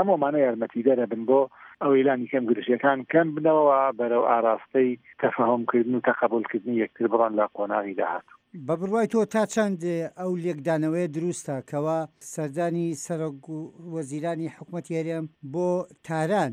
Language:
Central Kurdish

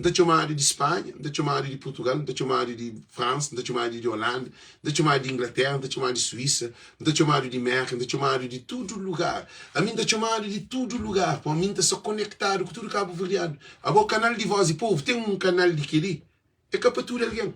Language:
Kabuverdianu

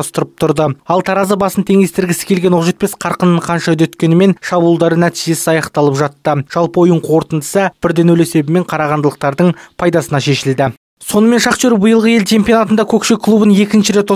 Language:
Kazakh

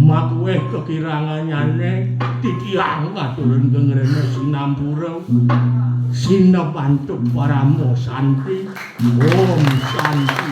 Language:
Balinese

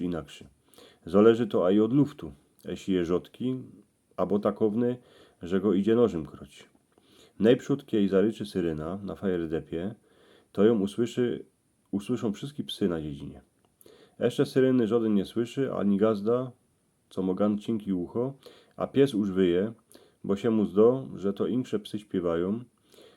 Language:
Silesian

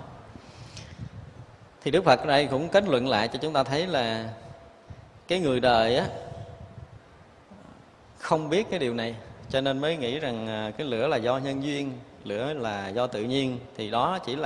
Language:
Vietnamese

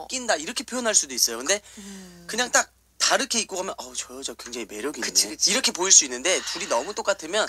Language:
Korean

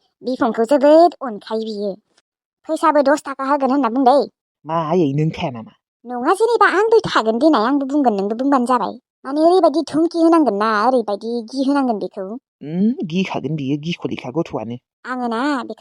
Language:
Bodo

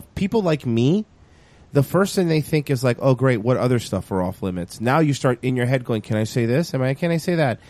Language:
English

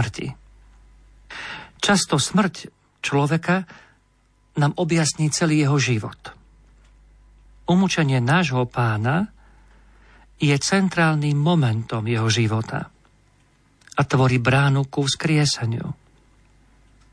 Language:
Slovak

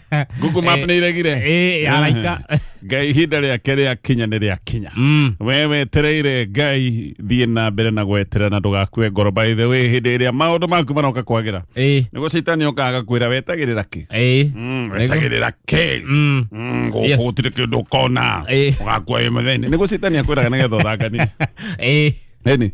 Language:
Kikuyu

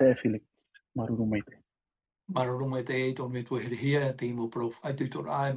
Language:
Tahitian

